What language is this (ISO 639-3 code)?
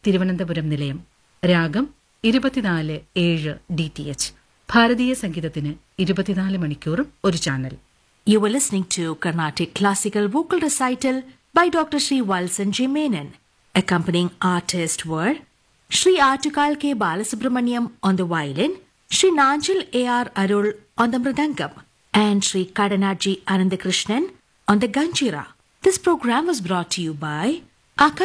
mal